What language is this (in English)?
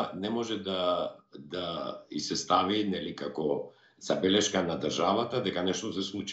Macedonian